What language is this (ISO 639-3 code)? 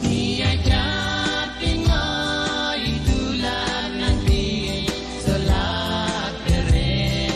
pon